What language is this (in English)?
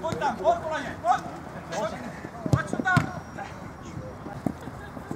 Czech